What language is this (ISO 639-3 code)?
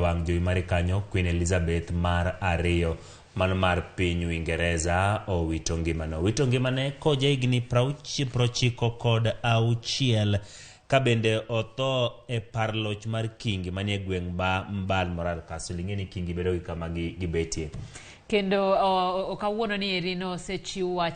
luo